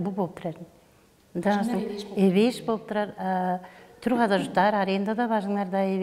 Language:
Tuvinian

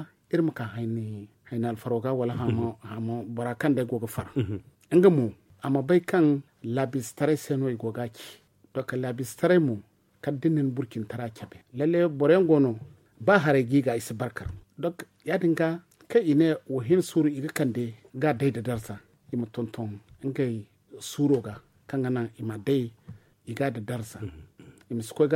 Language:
Zarma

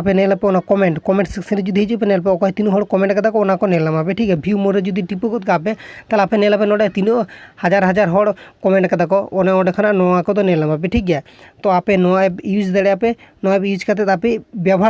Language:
Santali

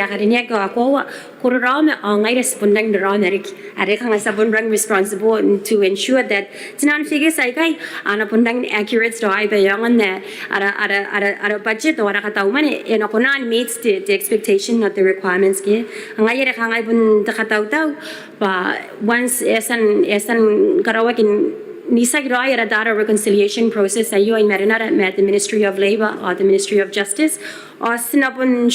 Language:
Gilbertese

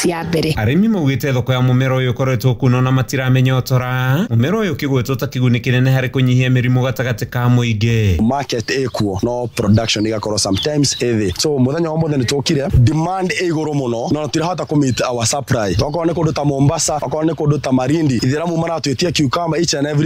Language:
Kikuyu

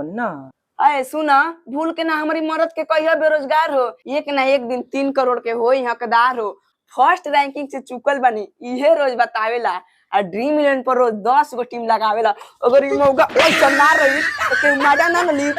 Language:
Bhojpuri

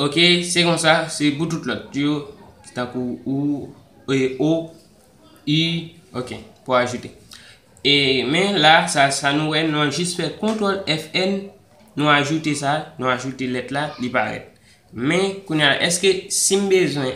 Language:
Haitian Creole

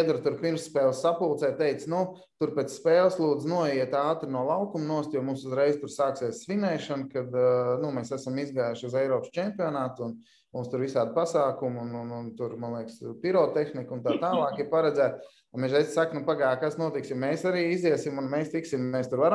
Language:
Latvian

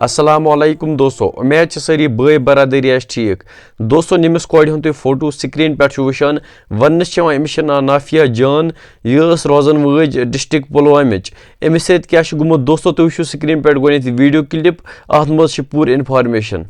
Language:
Kashmiri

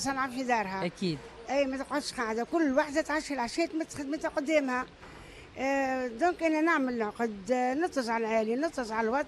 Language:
Tunisian Arabic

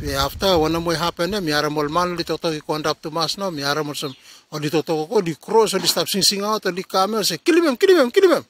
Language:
Bislama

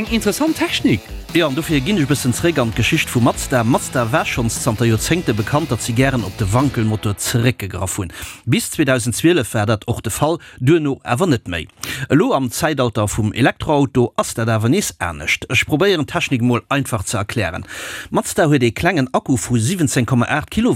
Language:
Luxembourgish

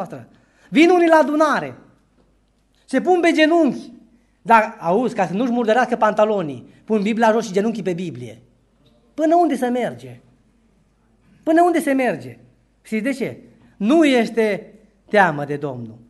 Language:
Romanian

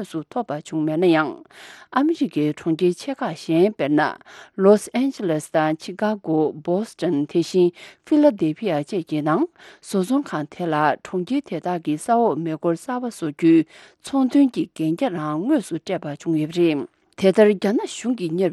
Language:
Tibetan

